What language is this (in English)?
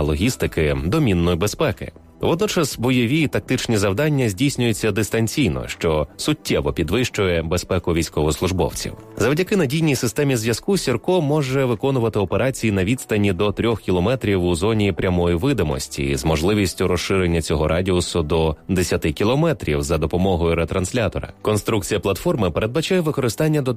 Ukrainian